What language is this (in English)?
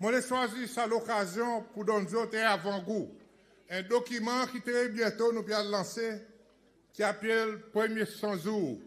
Seselwa Creole French